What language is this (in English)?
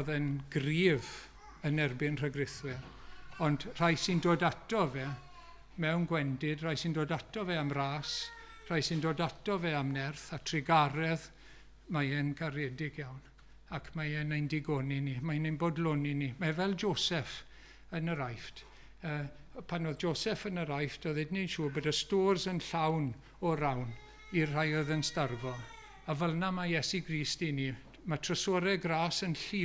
Welsh